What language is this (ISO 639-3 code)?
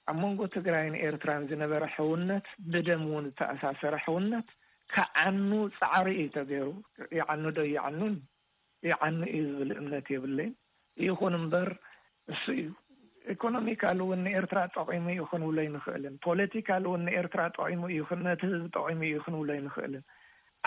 tir